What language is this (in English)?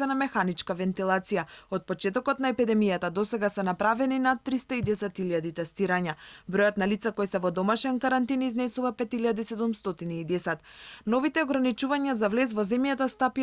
Macedonian